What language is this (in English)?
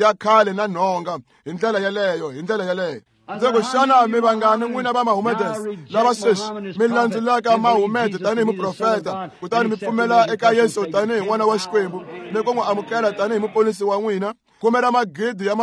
Tsonga